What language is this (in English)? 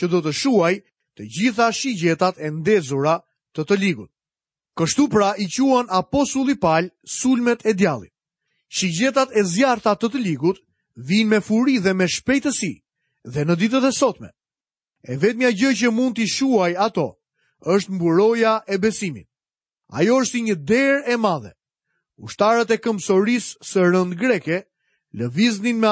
Albanian